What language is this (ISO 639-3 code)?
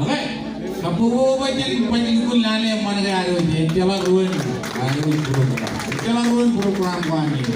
mah